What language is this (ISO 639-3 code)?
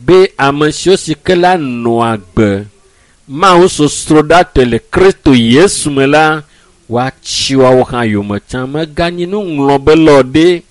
ewe